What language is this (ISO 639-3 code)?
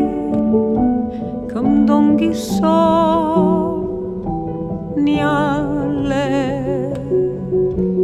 cat